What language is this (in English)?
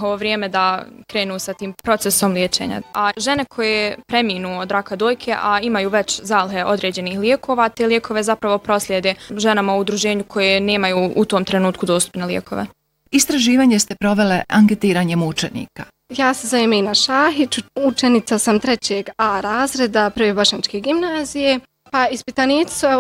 Bosnian